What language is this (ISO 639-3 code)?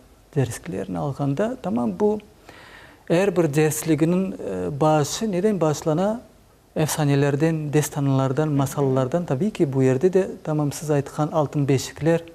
crh